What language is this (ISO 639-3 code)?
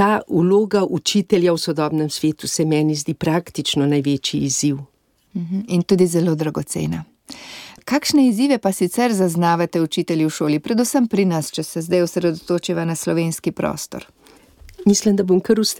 slv